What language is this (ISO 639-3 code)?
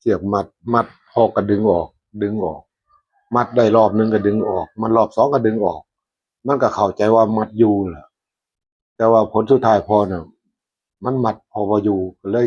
tts